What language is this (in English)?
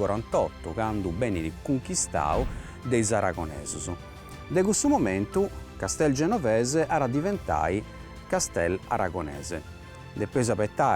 Sardinian